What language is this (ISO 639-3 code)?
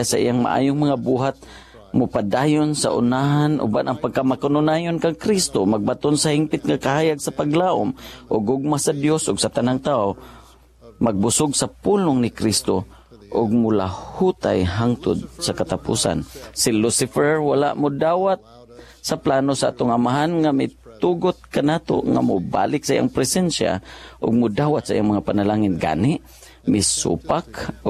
ceb